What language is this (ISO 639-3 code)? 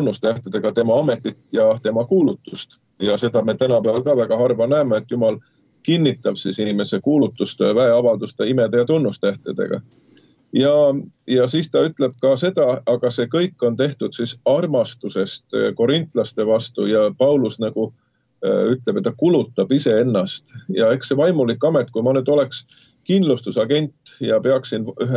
est